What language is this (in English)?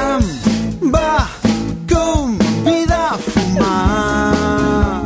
Catalan